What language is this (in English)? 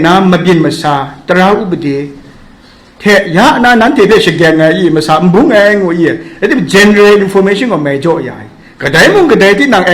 Kachin